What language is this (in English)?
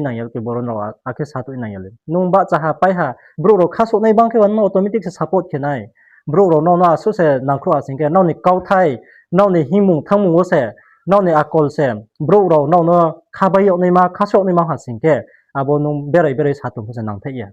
Riang (India)